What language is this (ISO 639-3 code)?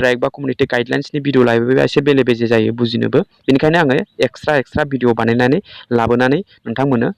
brx